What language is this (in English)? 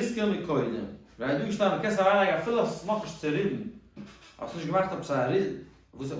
Yiddish